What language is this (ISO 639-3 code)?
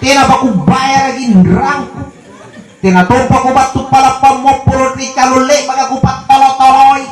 mak